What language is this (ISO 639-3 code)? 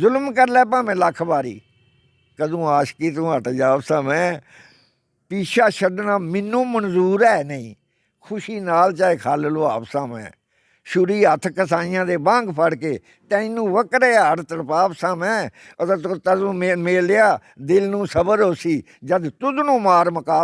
doi